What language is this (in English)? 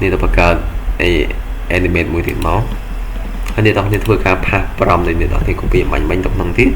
Khmer